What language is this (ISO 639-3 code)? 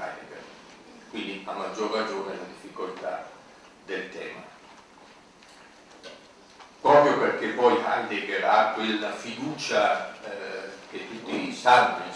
ita